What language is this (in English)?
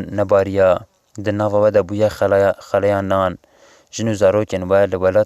Kurdish